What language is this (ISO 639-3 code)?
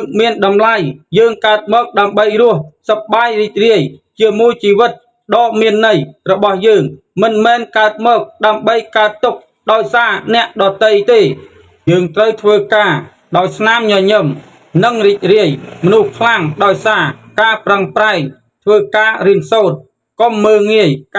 khm